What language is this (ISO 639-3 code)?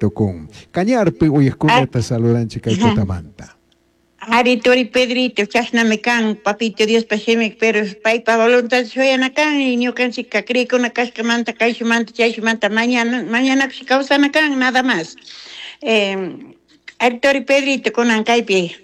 qug